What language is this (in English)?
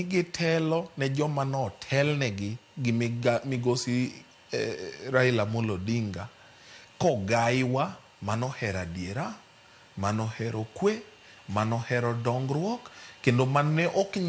Luo (Kenya and Tanzania)